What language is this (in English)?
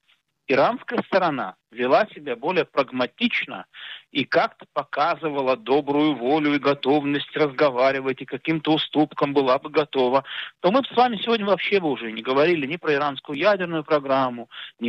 Russian